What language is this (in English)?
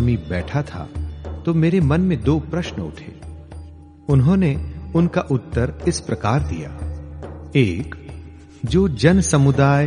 Hindi